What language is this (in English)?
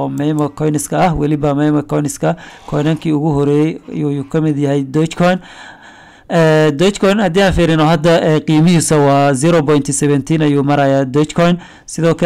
Somali